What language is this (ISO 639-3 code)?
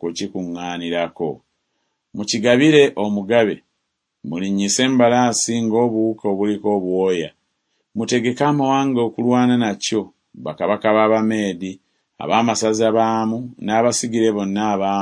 lug